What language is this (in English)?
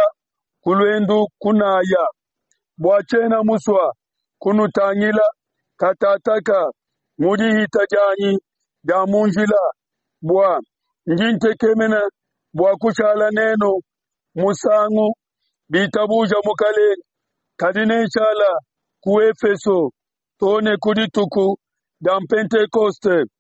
Luba-Lulua